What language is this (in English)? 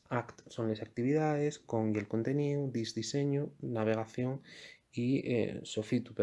Asturian